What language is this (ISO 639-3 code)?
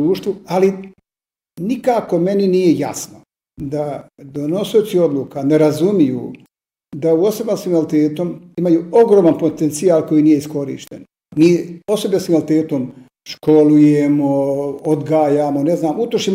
bos